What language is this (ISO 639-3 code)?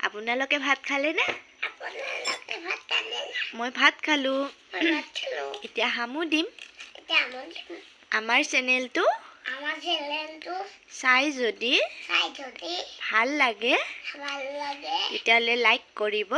asm